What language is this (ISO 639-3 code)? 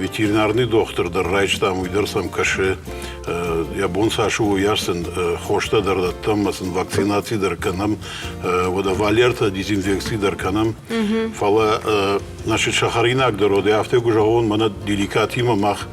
oss